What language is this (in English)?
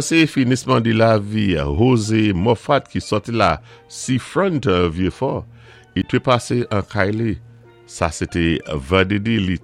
Saint Lucian Creole French